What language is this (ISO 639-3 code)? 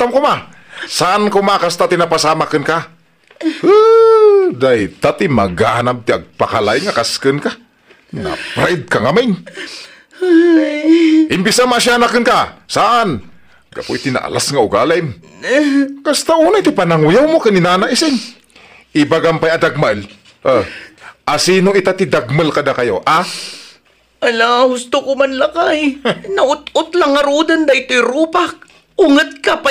ilo